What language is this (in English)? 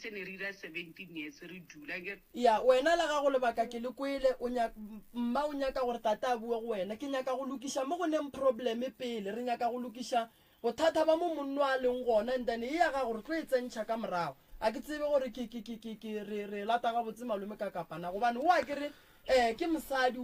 Northern Sotho